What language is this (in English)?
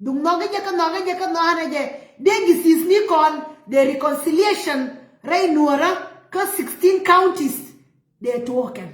Nuer